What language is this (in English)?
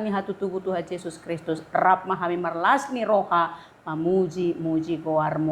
Batak Toba